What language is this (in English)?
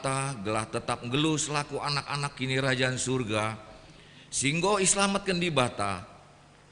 Batak Karo